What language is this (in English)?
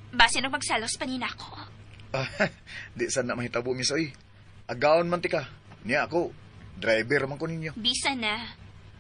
Cebuano